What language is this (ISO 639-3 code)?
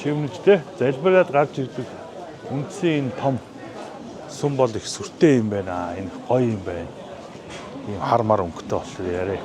mon